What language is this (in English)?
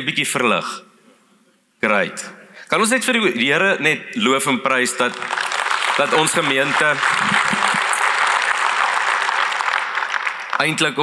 Afrikaans